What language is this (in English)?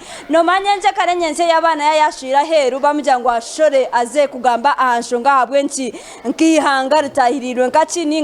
Nyankole